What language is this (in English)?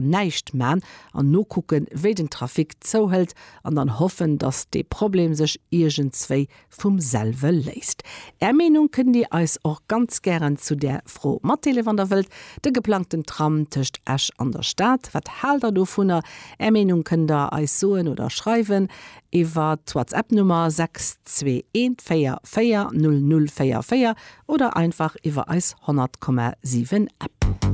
Luxembourgish